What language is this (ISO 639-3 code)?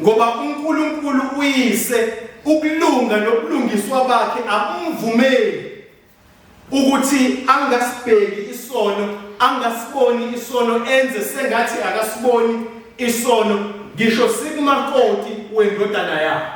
zul